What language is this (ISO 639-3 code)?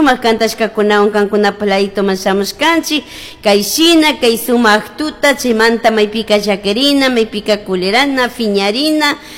qug